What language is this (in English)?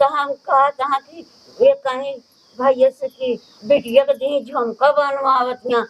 Awadhi